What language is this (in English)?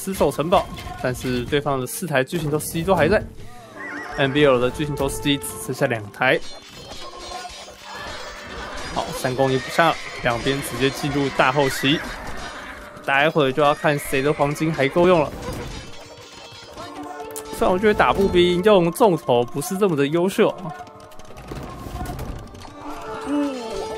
Chinese